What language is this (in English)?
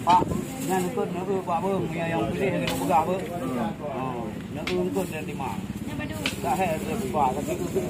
Achinese